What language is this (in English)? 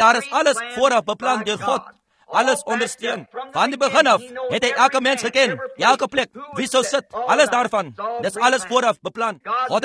Afrikaans